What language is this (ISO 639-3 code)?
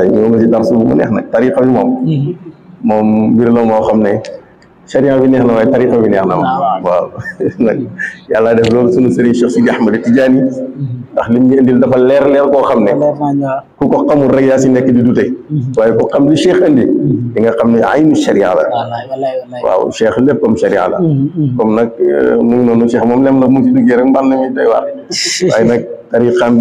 wol